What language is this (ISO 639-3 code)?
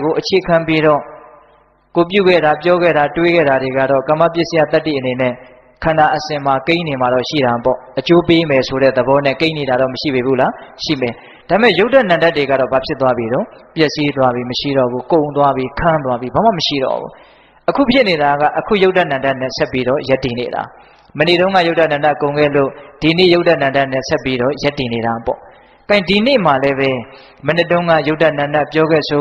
mya